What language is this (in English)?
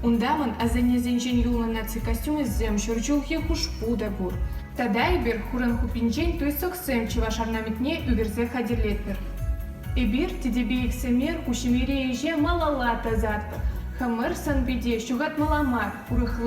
Chuvash